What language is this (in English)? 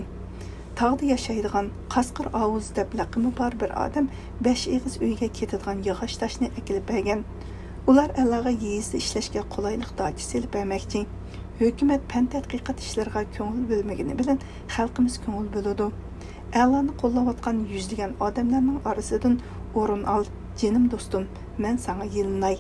Uyghur